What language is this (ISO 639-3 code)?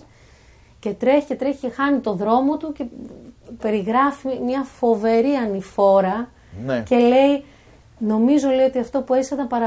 ell